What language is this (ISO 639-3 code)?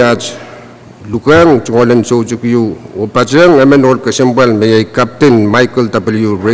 pon